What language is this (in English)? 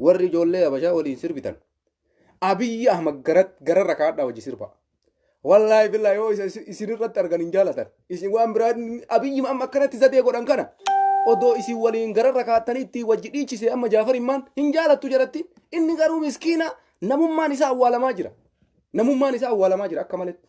Oromo